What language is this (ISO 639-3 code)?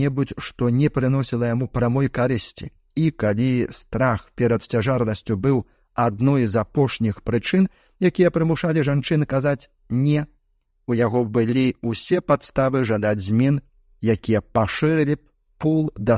bel